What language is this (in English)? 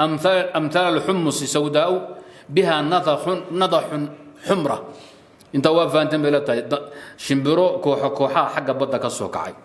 Somali